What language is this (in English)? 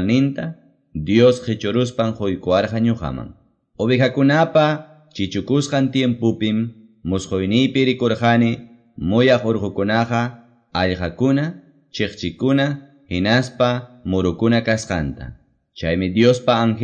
Quechua